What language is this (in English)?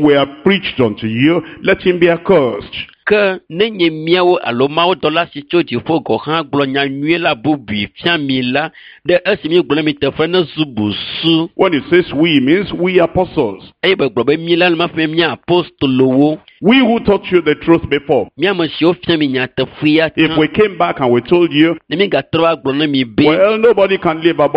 Ewe